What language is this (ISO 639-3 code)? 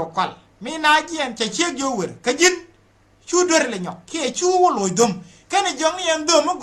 nus